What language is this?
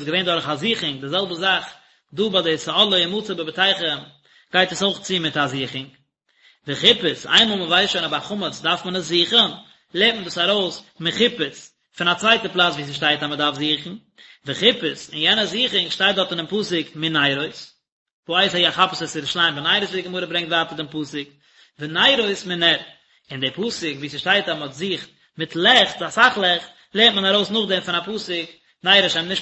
Yiddish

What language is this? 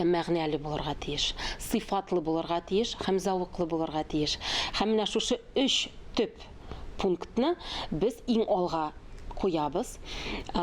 Tatar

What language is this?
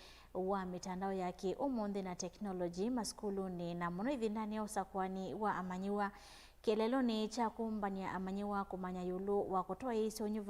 Kamba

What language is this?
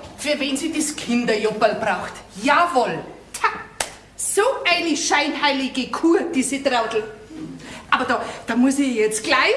Bavarian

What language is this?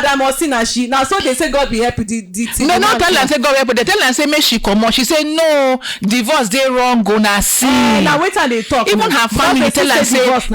Nigerian Pidgin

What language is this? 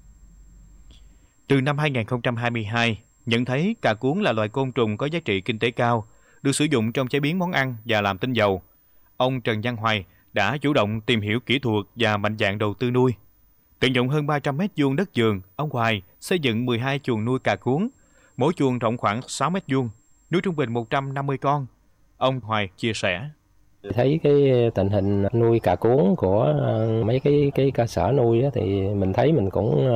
Vietnamese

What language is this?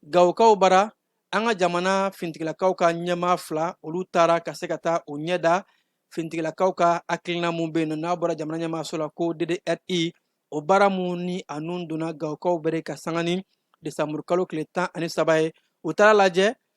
Bambara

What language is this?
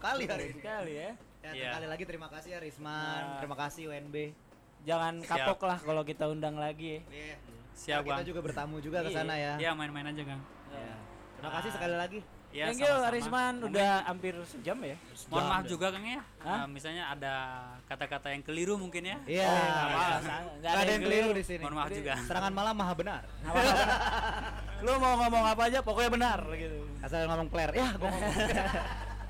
Indonesian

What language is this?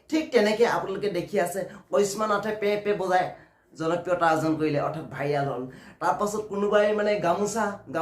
Assamese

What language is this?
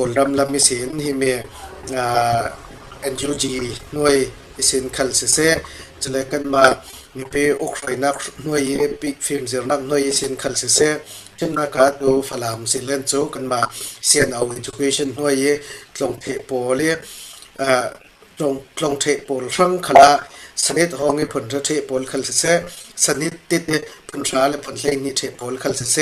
Falam Chin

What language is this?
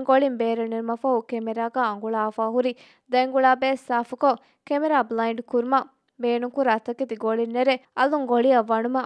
Divehi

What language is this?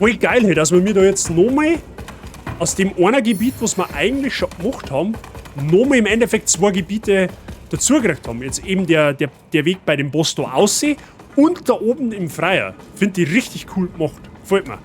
Bavarian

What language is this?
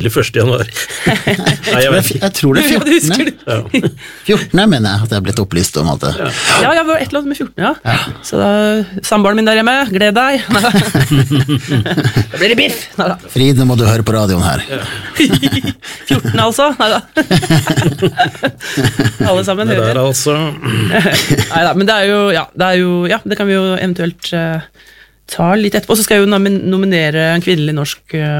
Norwegian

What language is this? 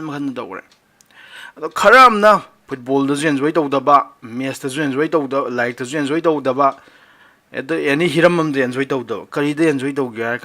Manipuri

